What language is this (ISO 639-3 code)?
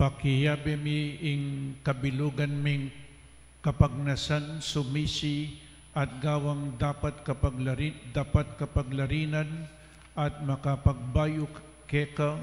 pam